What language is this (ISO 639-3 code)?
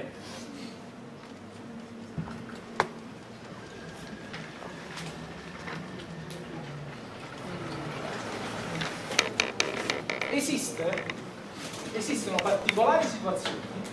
ita